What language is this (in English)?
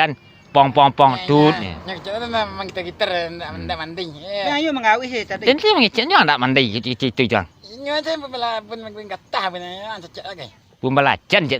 Minangkabau